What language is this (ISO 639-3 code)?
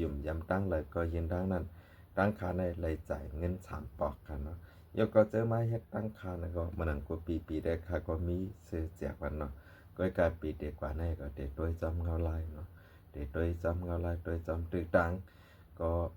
shn